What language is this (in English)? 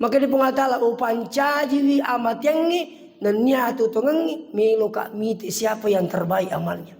Buginese